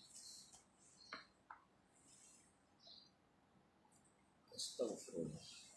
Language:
Malay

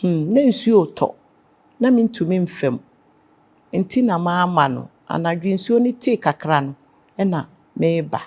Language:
Akan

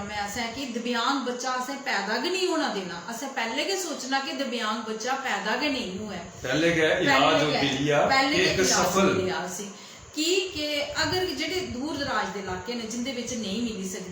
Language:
Dogri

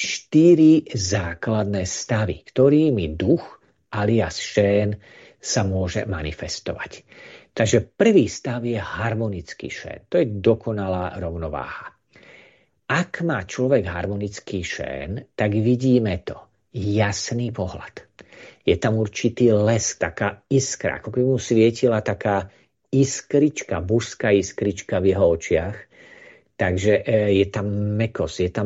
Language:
Slovak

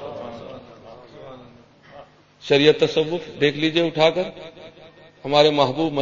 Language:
Urdu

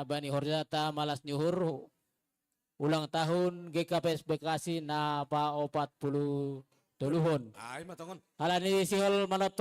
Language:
Batak Simalungun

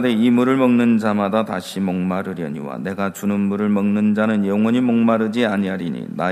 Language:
Korean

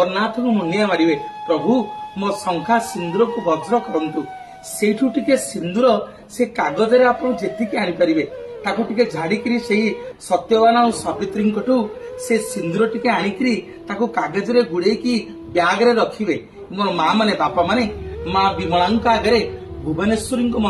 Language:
Odia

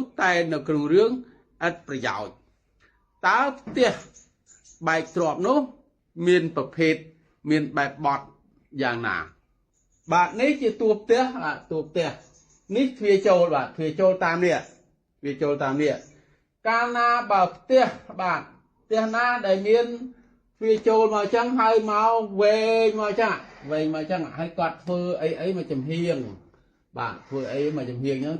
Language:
Khmer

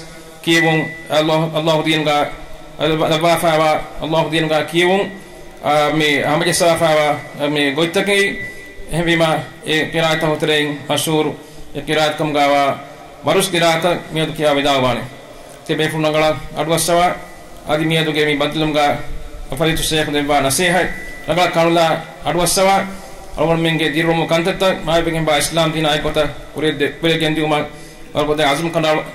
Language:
Divehi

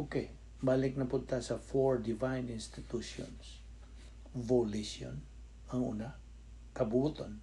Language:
Cebuano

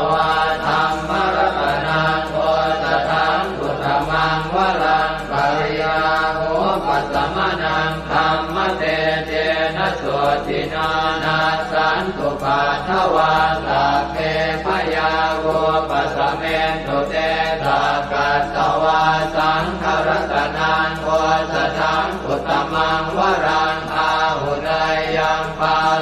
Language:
Pali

